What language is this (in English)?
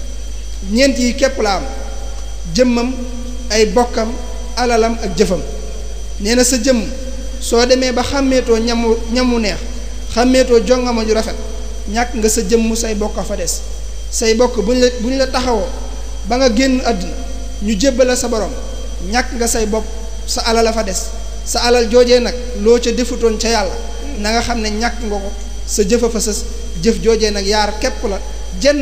Wolof